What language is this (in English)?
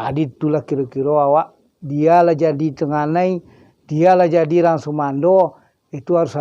Minangkabau